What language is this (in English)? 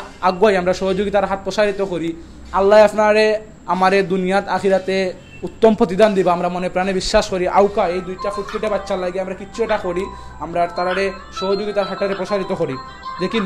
Sylheti